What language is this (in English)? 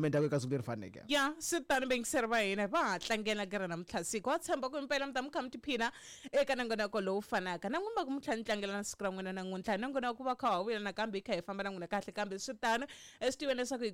Tsonga